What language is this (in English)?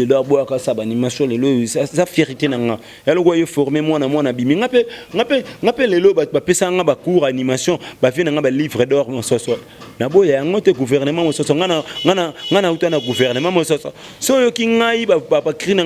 Lingala